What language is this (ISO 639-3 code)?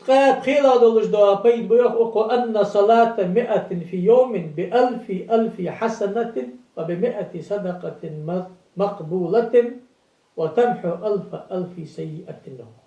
inh